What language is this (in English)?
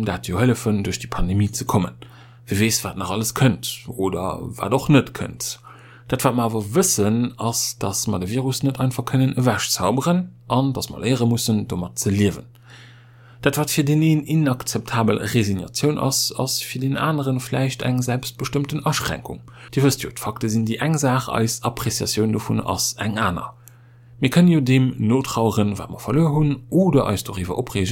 Luxembourgish